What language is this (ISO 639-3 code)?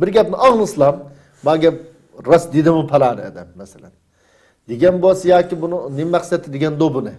uig